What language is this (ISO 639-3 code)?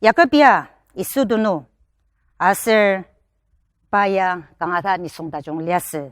njo